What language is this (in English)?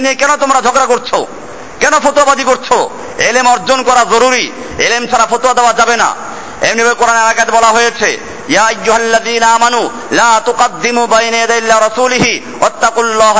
Bangla